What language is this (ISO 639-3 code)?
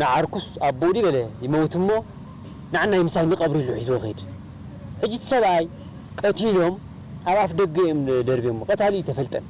tir